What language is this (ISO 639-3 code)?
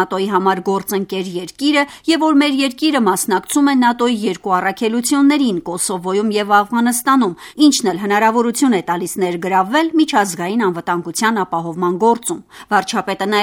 hye